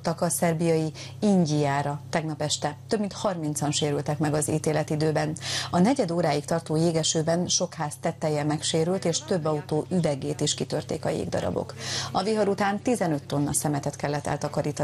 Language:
Hungarian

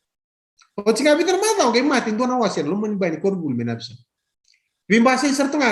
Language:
Fijian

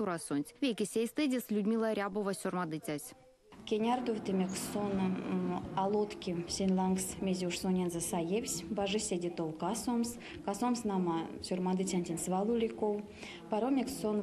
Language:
Erzya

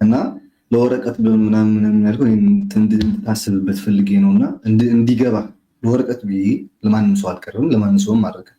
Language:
Amharic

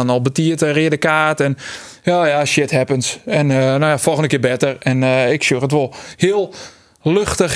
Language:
Western Frisian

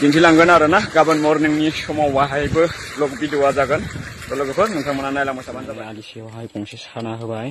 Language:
Bodo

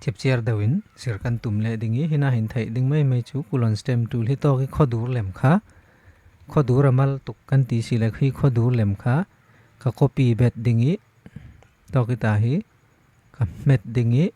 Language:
Falam Chin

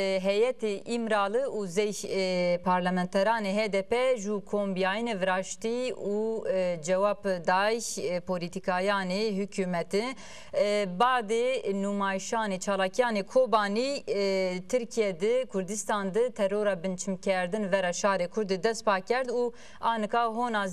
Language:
Zaza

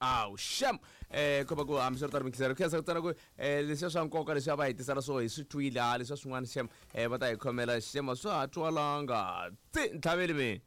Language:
Tsonga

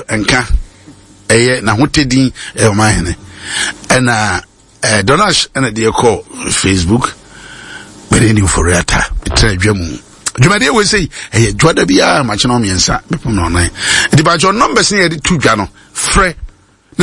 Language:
Akan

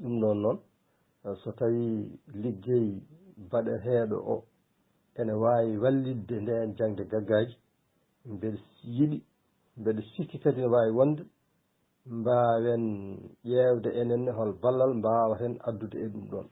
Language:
Fula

